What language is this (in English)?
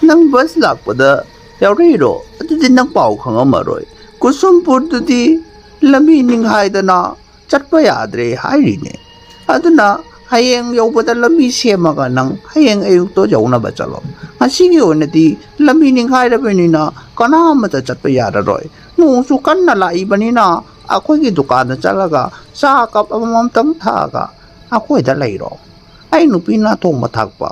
Manipuri